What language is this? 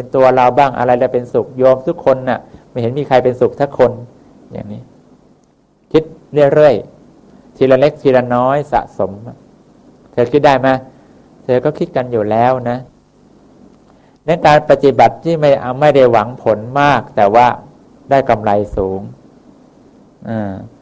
Thai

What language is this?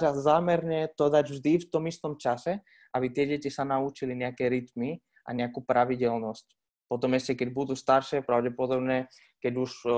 Slovak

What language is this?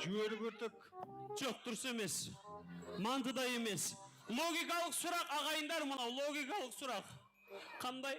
Kara-Kalpak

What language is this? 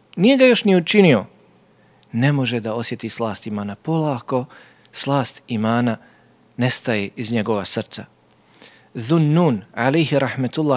Bosnian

